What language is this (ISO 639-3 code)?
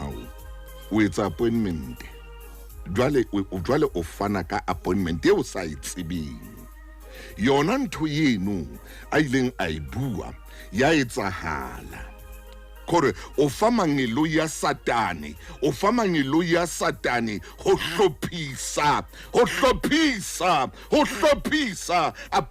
sot